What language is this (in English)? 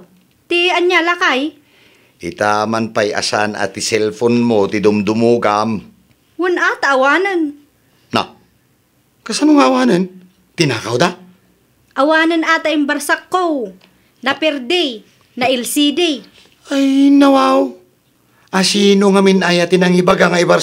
Iloko